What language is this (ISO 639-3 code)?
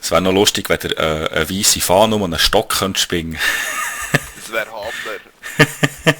gsw